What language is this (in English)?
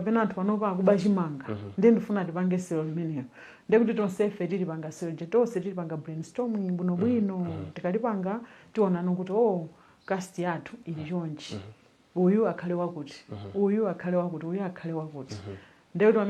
Nyanja